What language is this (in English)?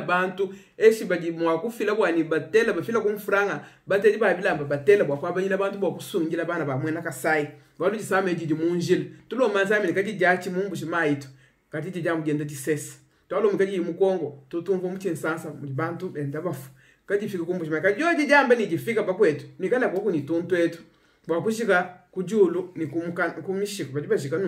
Luba-Lulua